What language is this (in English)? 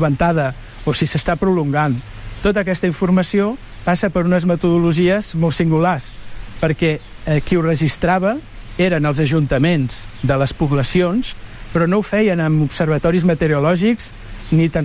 Catalan